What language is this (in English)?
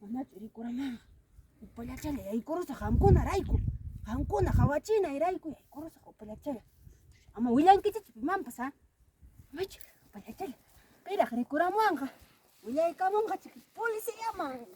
Ayacucho Quechua